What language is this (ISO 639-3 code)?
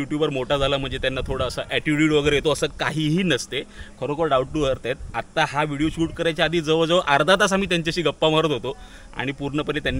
mar